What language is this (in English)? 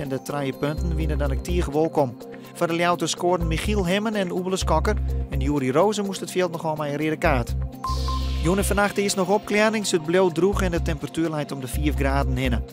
Western Frisian